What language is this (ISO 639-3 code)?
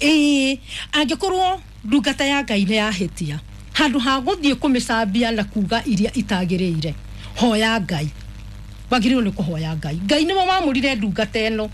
kik